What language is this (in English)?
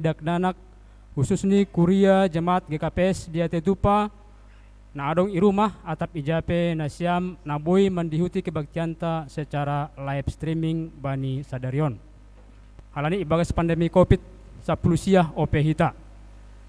Batak Simalungun